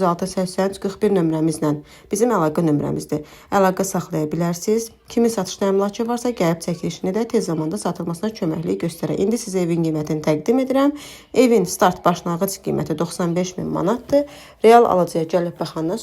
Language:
Azerbaijani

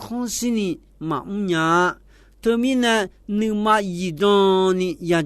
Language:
Akha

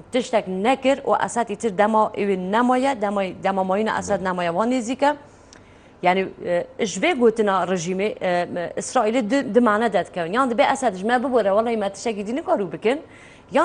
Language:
Kurdish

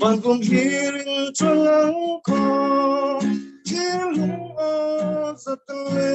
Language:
Falam Chin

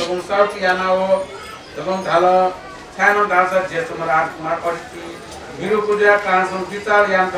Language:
Newari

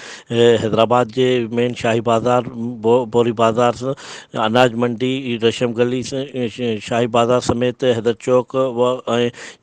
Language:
Sindhi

